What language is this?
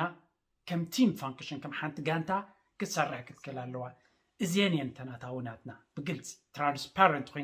Tigrinya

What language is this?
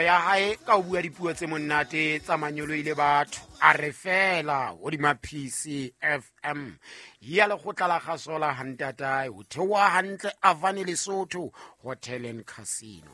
Southern Sotho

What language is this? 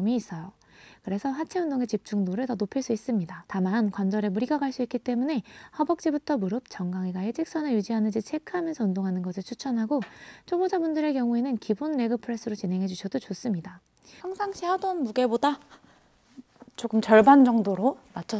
Korean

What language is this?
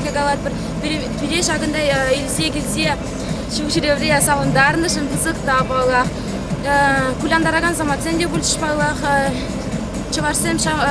Chuvash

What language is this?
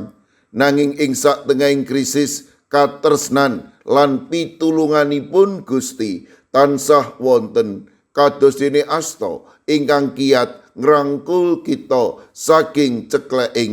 Javanese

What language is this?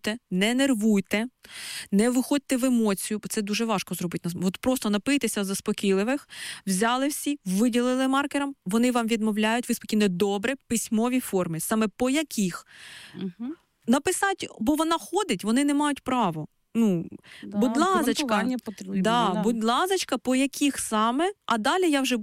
Ukrainian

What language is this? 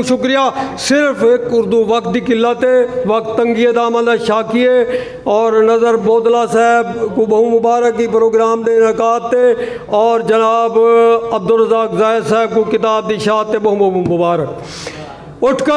Saraiki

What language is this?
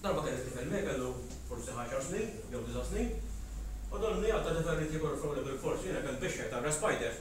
Maltese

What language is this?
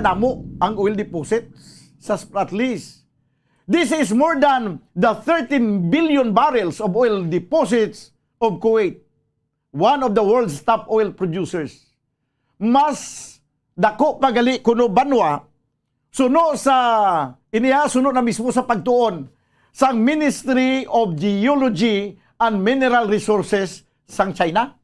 Hiligaynon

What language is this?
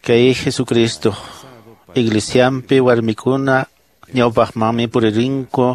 Quechua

